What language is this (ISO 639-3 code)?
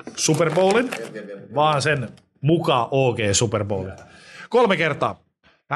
fin